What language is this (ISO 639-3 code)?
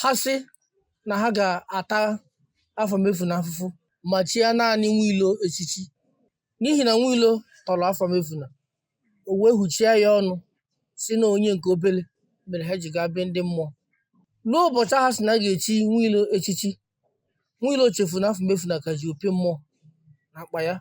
ibo